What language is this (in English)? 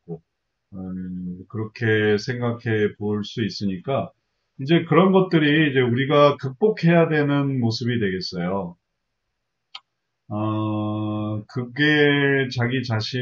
Korean